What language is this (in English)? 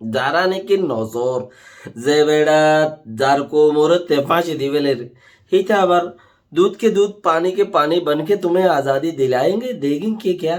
Rohingya